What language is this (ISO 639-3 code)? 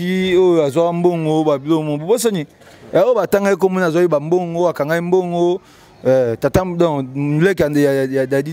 lin